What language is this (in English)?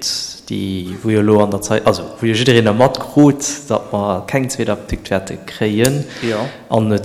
Luxembourgish